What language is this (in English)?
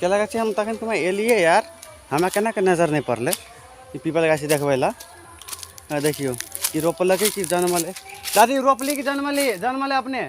Maithili